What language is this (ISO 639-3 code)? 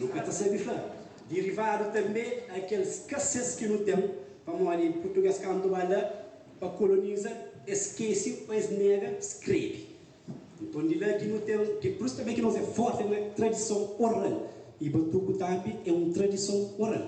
kea